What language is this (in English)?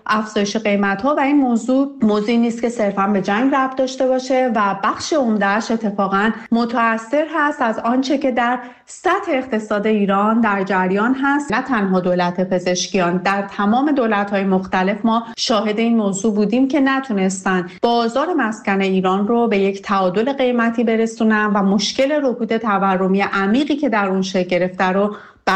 Persian